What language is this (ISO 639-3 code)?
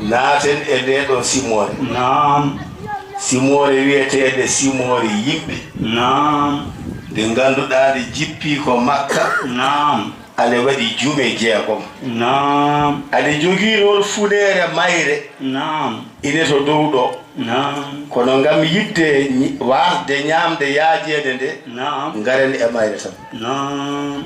ful